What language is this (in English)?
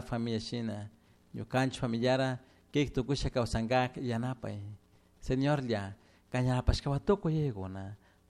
Chimborazo Highland Quichua